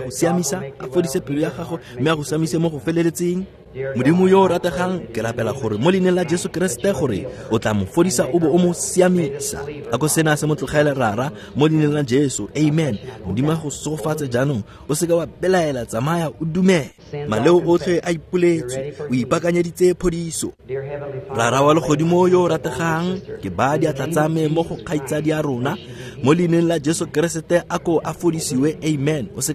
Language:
Tswana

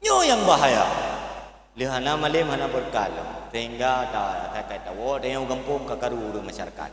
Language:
Achinese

